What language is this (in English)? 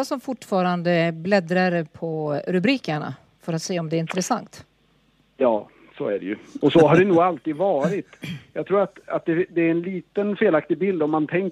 Swedish